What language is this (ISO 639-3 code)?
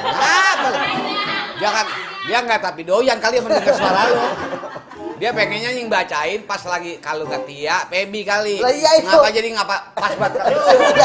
bew